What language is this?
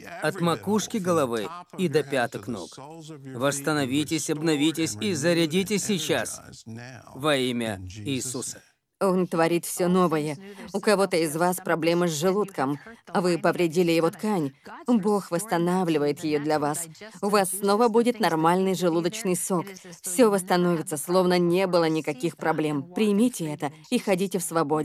Russian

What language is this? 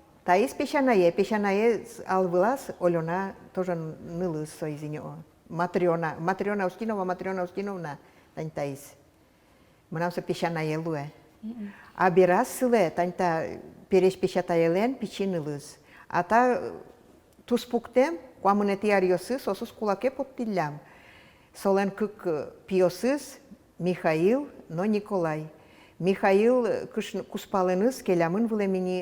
Udmurt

